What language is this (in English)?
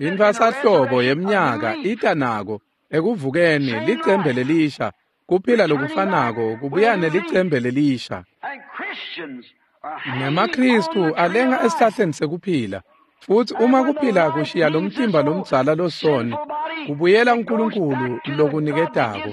Swati